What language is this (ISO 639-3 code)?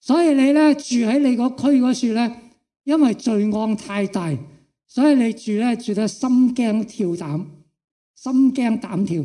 yue